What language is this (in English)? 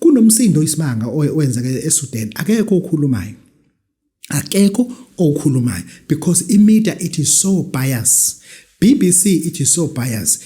Zulu